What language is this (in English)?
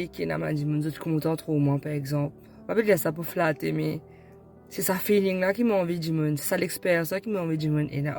Morisyen